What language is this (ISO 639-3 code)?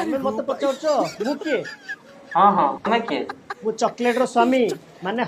ori